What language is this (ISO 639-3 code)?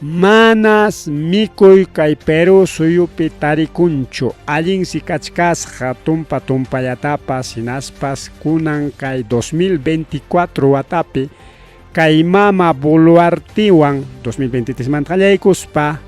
quy